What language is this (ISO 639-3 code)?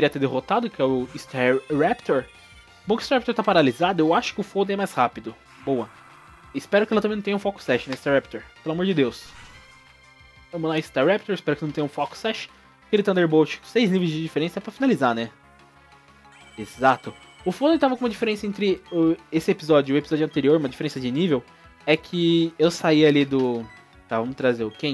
por